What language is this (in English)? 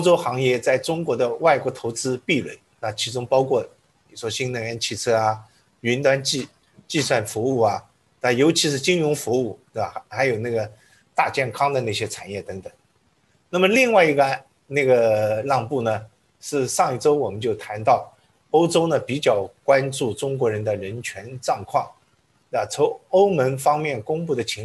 Chinese